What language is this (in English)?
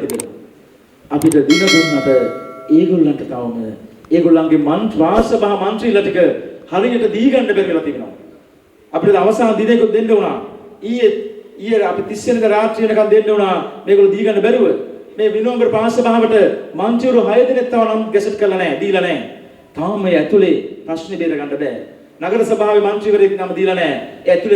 Sinhala